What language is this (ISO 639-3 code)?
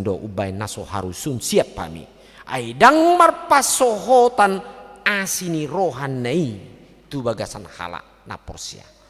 bbc